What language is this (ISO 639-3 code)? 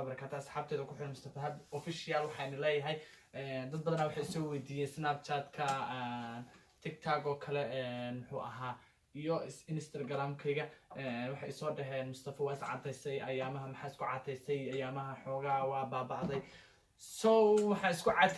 som